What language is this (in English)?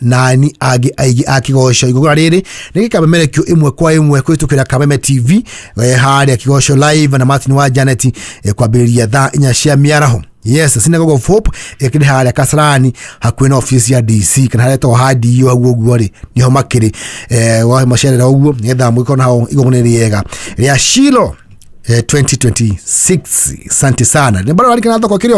Kikuyu